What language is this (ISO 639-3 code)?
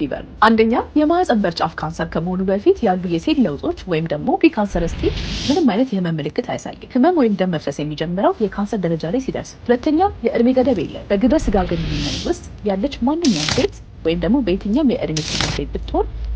amh